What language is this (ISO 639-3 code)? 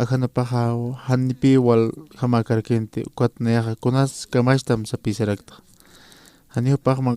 aym